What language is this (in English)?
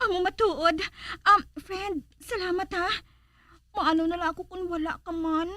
Hiligaynon